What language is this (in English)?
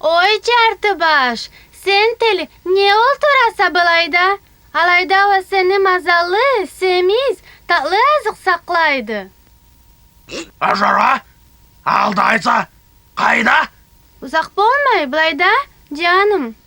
Karachay-Balkar